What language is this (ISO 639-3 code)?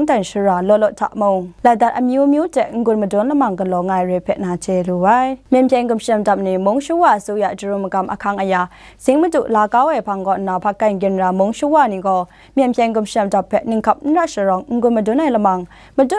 kac